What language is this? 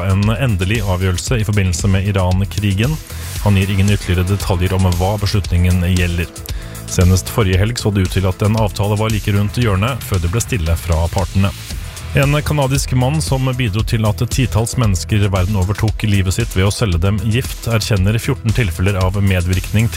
Norwegian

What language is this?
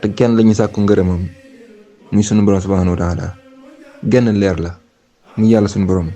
Wolof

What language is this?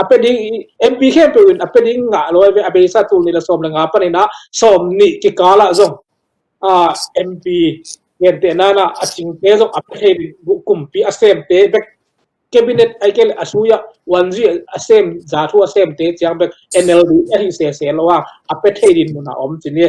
Tedim Chin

